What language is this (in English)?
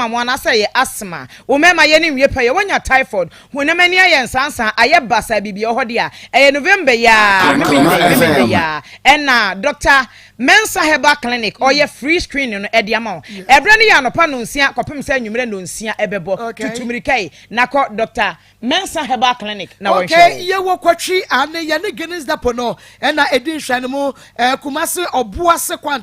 Akan